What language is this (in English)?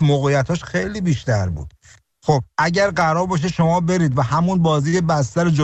Persian